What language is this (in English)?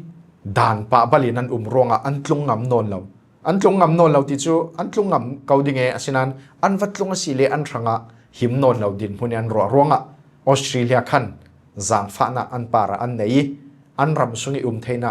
Falam Chin